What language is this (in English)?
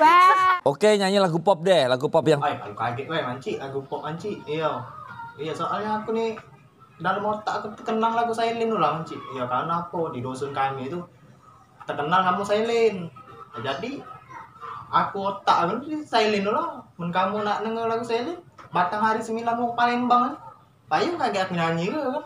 Musi